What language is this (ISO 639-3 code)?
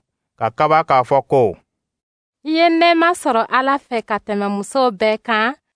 dyu